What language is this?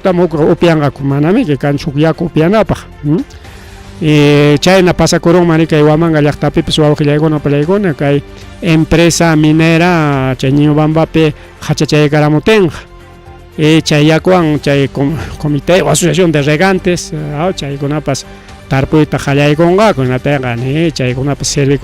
Ayacucho Quechua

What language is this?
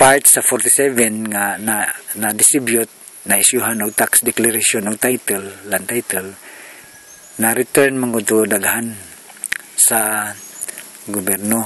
Cebuano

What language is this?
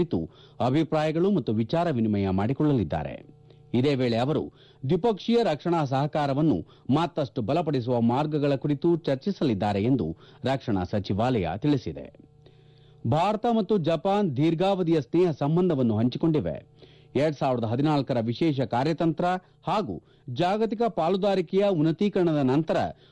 Kannada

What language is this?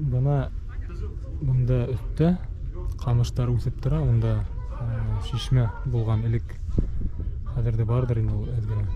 Bashkir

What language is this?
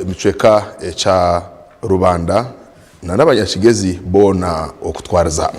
Nyankole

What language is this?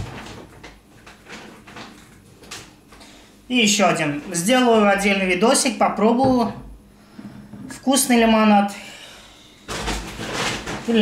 Russian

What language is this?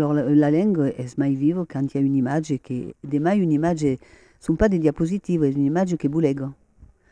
Occitan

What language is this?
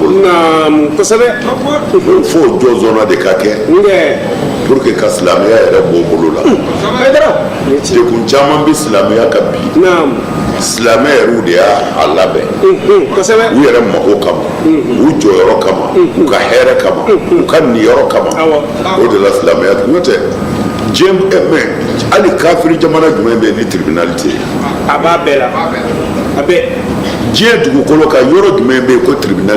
Bambara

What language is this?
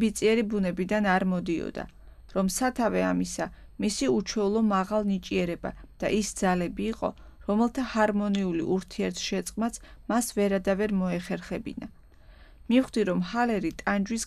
Georgian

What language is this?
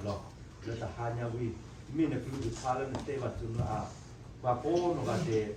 S'gaw Karen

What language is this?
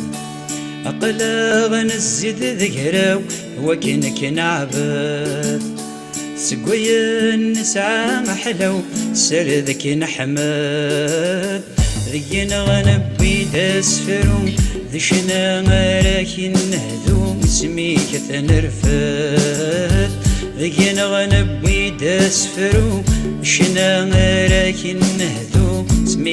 Kabyle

